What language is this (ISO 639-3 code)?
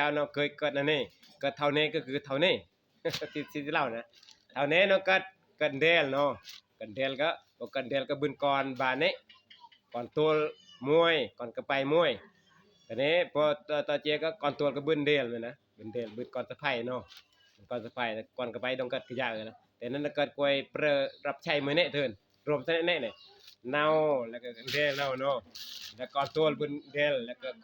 tts